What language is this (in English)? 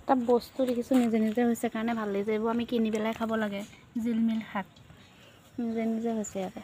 Assamese